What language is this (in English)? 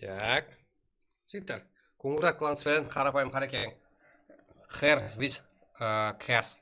Kara-Kalpak